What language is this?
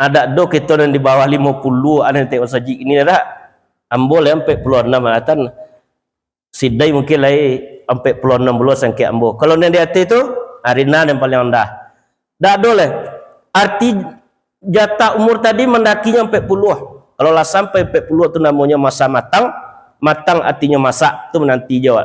Minangkabau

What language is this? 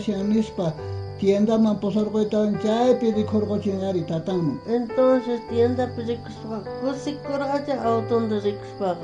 South Bolivian Quechua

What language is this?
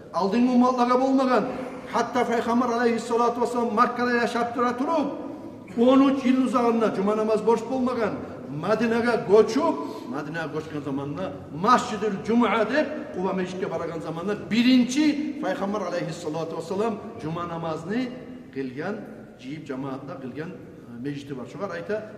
Kumyk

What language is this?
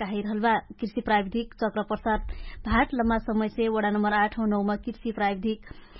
Dangaura Tharu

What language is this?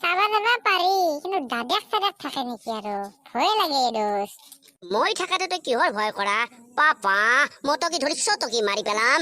Assamese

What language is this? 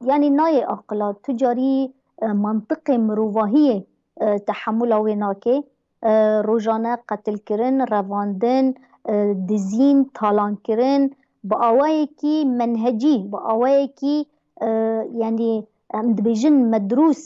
Kurdish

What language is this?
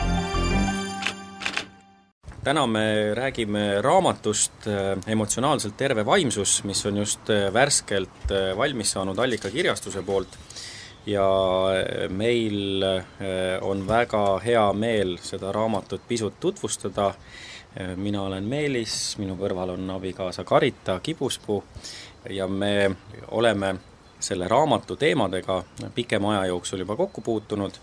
Estonian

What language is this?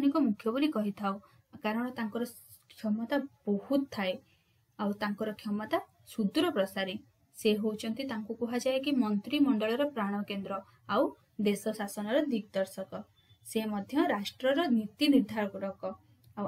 Odia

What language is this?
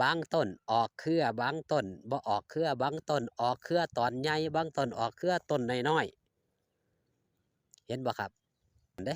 Northeastern Thai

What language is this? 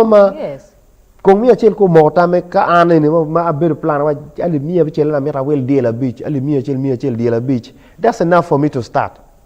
Acoli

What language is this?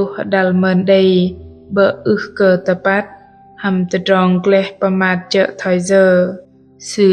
Bahnar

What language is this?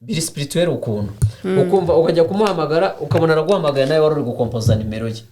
Kinyarwanda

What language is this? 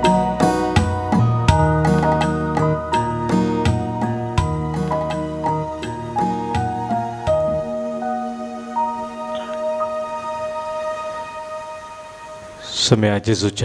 Konkani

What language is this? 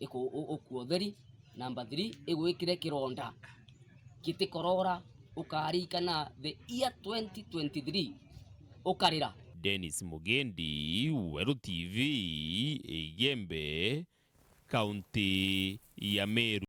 Meru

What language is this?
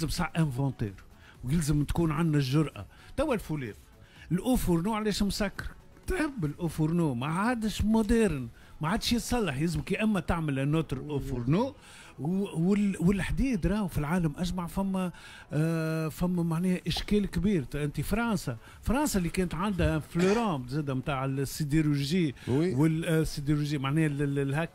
Tunisian Arabic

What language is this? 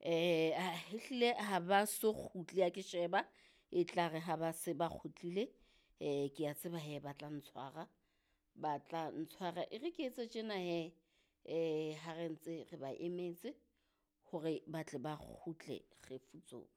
Southern Sotho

